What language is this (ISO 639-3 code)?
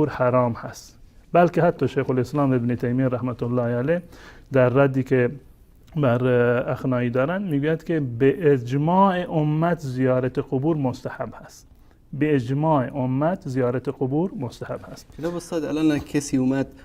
fas